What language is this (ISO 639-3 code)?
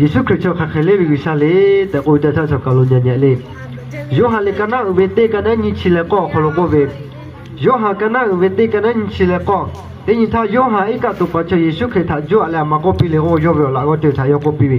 lhu